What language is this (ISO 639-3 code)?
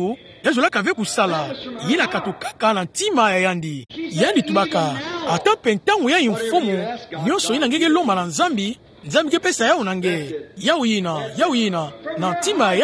ktu